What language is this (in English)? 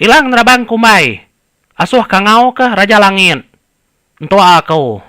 Iban